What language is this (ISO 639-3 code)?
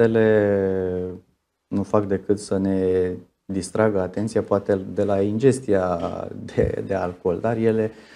ron